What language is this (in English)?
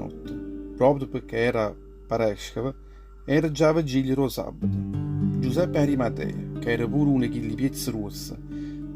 Neapolitan